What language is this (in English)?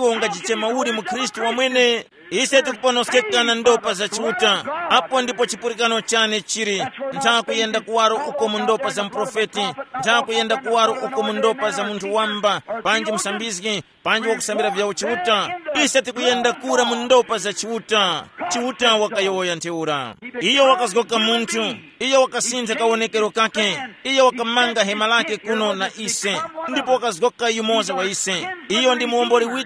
Tumbuka